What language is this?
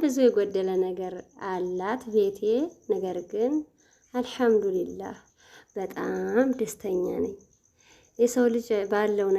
Amharic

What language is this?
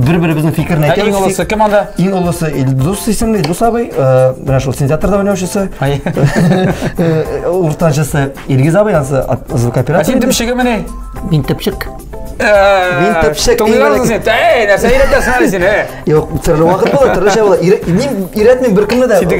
Tatar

